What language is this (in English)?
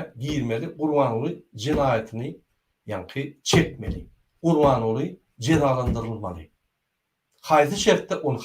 Turkmen